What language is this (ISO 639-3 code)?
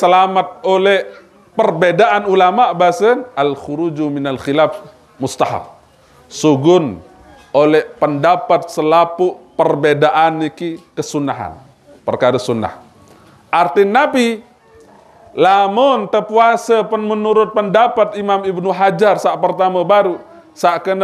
sas